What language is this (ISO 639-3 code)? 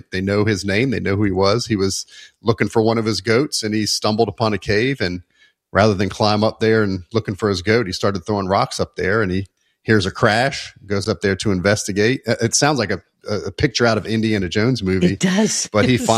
eng